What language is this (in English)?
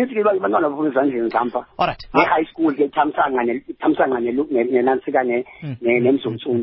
Xhosa